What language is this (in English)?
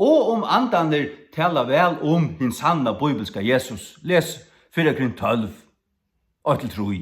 Faroese